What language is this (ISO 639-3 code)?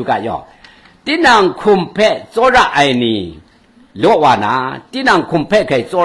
kac